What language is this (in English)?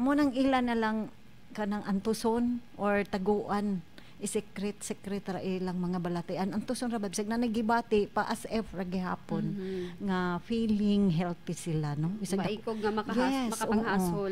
Cebuano